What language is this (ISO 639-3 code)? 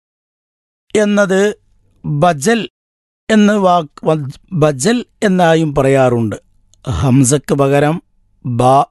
mal